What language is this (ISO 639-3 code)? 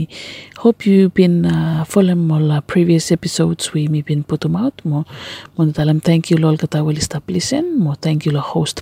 bis